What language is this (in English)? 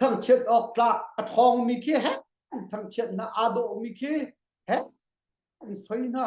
Hakha Chin